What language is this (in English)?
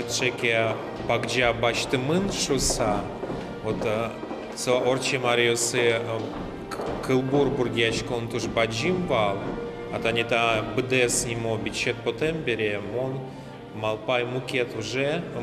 Udmurt